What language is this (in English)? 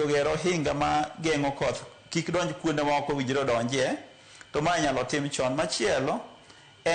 Luo (Kenya and Tanzania)